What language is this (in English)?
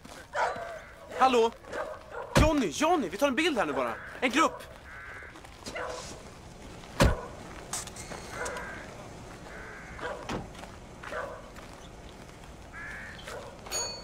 Swedish